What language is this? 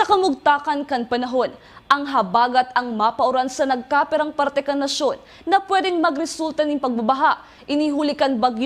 Bikol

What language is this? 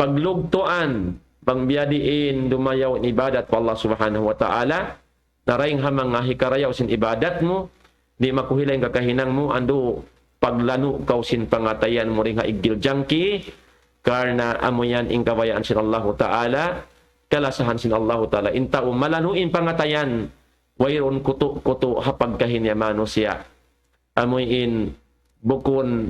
Tausug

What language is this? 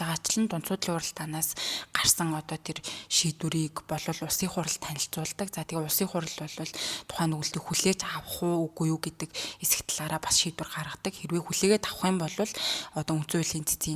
Mongolian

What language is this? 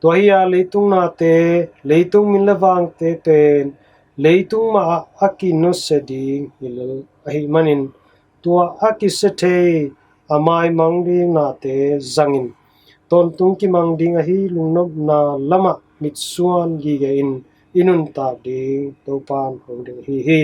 Tedim Chin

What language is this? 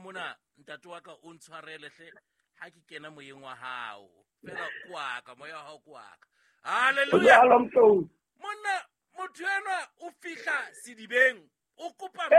Southern Sotho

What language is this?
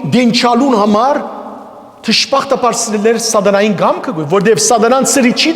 Western Armenian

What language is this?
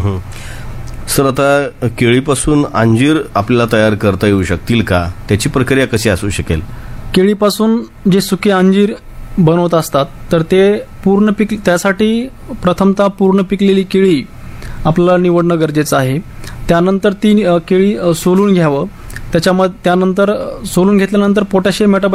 Marathi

